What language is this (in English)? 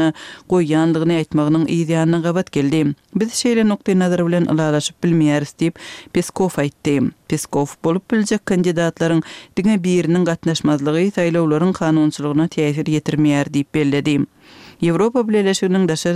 Kyrgyz